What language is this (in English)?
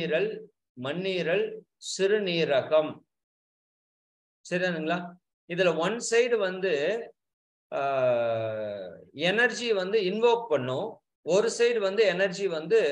Tamil